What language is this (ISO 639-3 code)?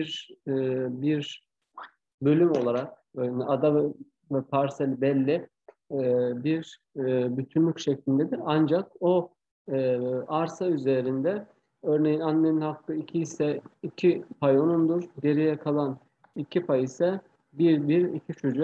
tur